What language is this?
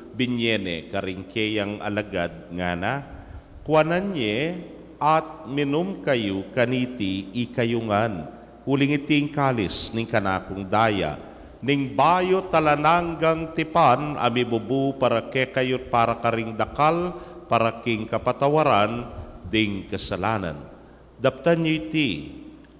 Pampanga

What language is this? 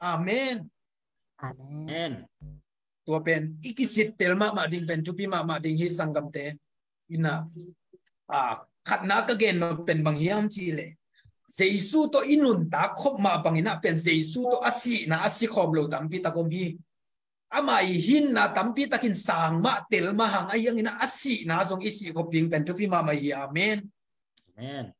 Tedim Chin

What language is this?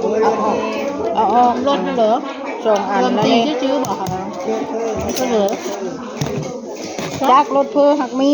Northeastern Thai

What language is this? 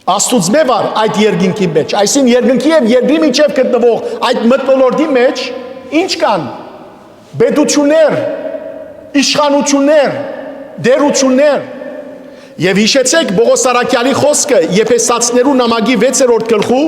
Western Armenian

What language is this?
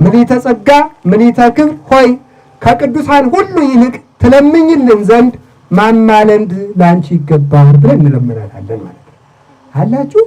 Amharic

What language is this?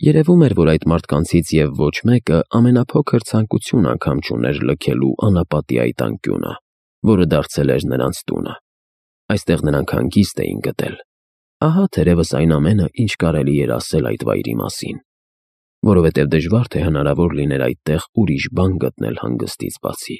Armenian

